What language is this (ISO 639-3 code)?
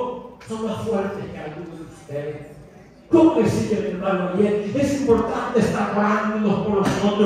spa